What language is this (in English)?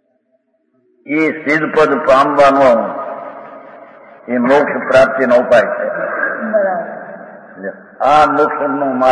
Gujarati